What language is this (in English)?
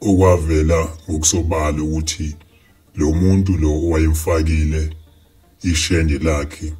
Zulu